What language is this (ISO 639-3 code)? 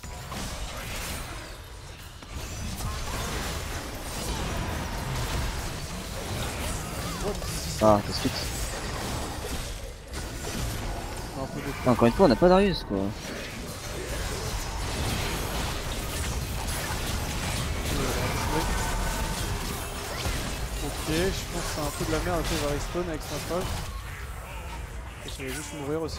fra